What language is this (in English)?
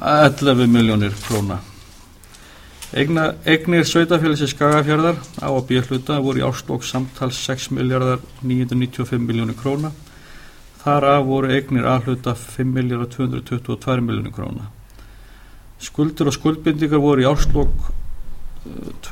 Icelandic